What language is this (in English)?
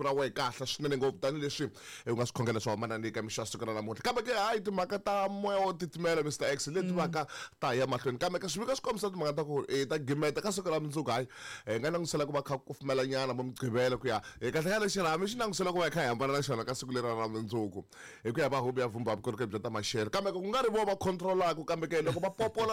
Tsonga